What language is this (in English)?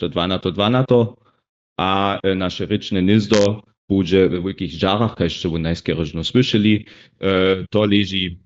Upper Sorbian